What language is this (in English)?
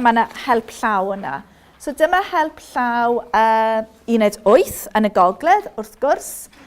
Welsh